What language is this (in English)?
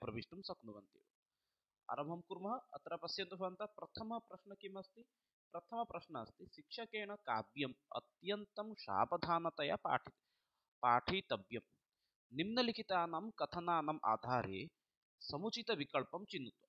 Sanskrit